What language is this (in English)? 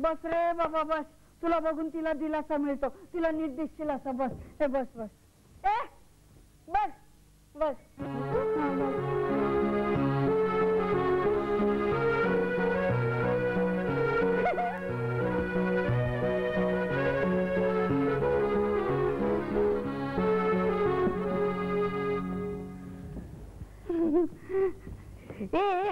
Marathi